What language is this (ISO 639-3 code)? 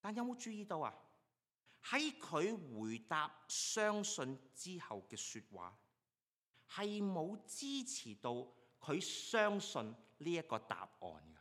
yue